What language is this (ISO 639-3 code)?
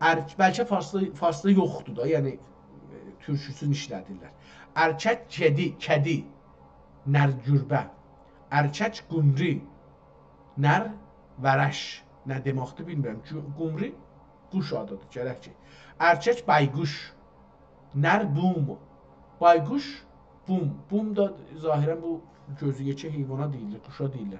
azb